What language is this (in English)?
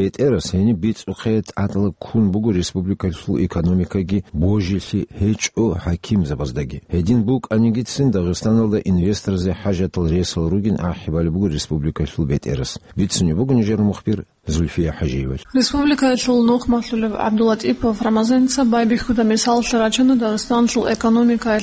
Avaric